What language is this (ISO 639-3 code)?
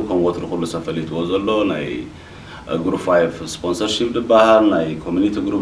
tir